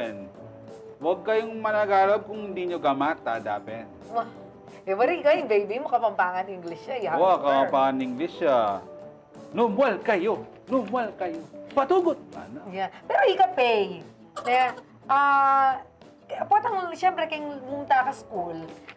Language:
Pampanga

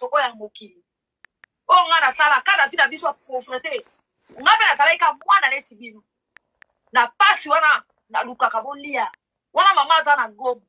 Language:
Lingala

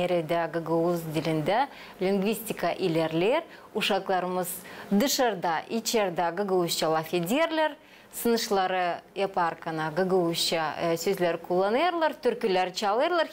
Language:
Gagauz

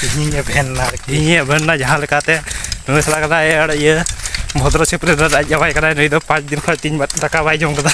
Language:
Santali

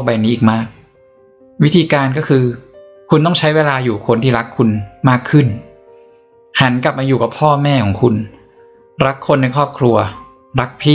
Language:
Thai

